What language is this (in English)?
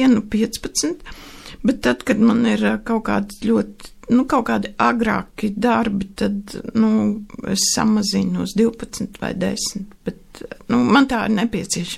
Latvian